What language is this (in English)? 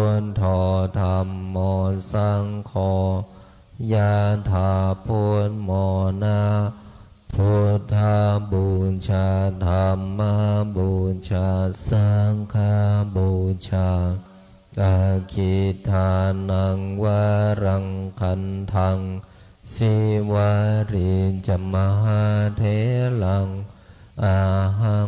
Pali